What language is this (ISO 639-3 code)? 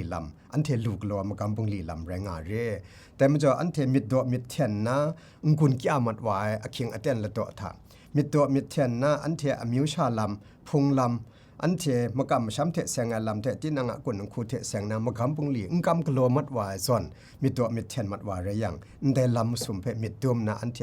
kac